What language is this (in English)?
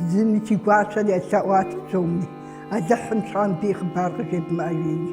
Kabardian